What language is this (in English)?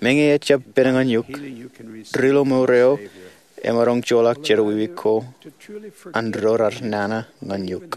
Marshallese